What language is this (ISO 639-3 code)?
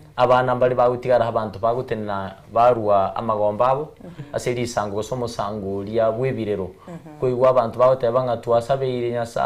guz